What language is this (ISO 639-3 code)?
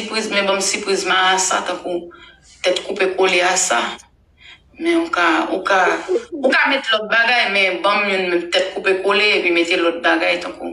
hat